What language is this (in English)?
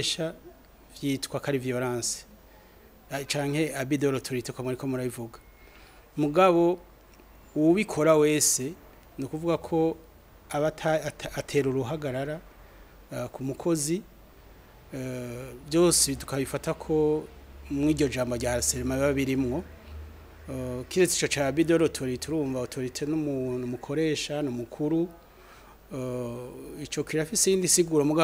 Rundi